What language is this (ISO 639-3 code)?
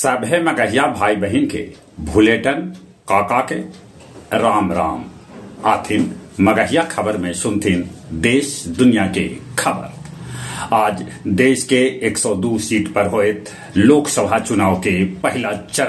mag